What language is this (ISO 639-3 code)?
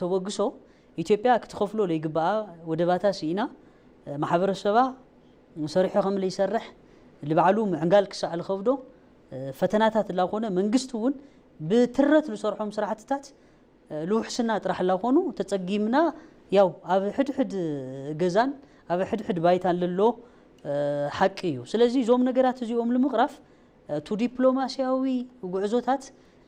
tir